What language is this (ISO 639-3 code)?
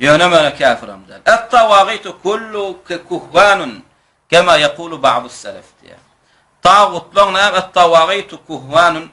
tuk